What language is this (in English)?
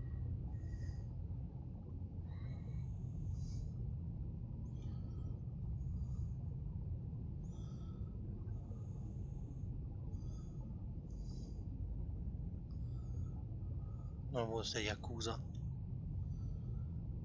German